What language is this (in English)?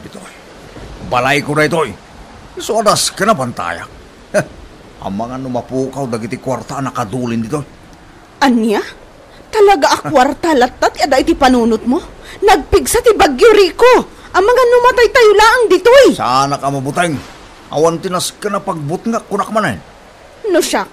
Iloko